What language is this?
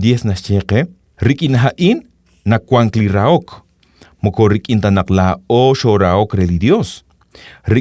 Kekchí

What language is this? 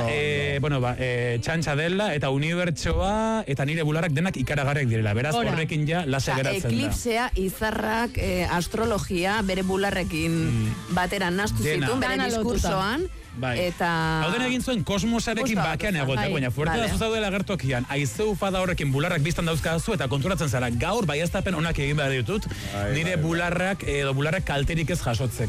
Basque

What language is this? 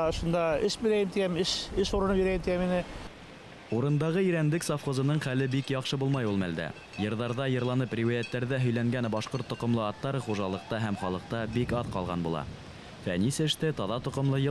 Bashkir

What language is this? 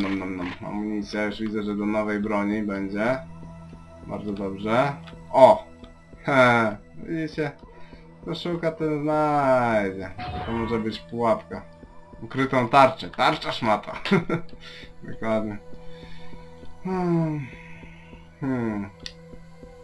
Polish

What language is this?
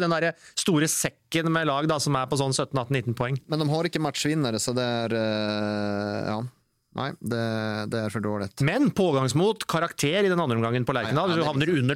Norwegian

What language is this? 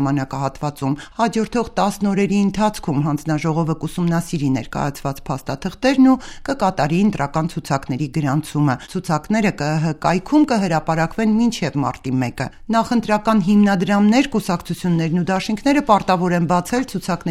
Armenian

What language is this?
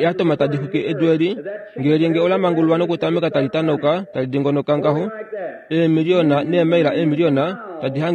Kuanyama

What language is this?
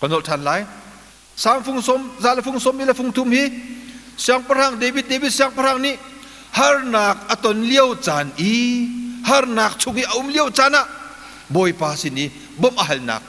Hakha Chin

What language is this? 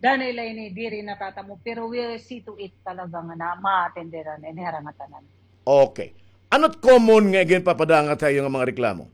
Waray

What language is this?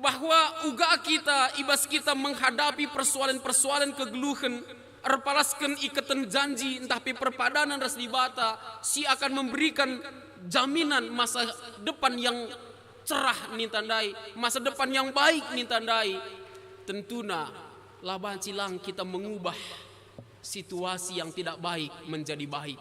Batak Karo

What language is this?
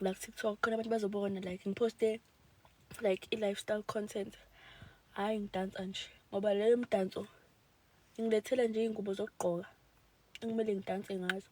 Zulu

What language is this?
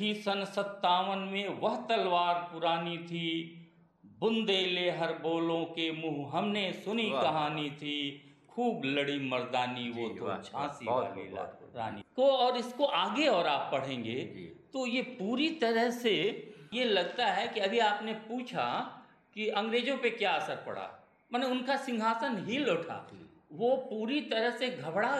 Hindi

